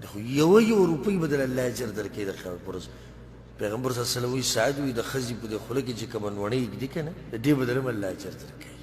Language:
Pashto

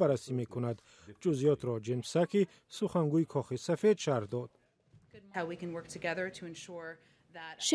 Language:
Tajik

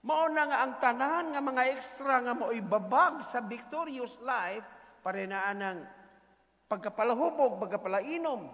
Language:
Cebuano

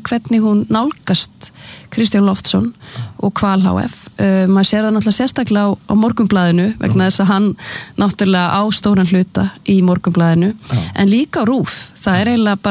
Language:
Icelandic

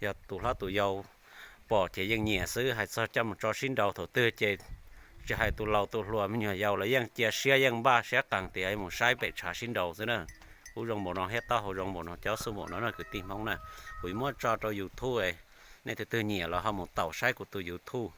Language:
Hmong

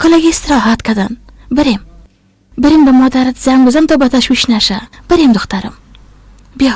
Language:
Persian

